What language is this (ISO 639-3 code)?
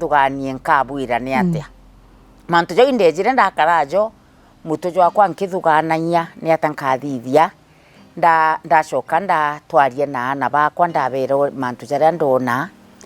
mer